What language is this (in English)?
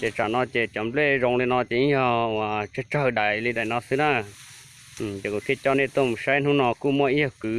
Hmong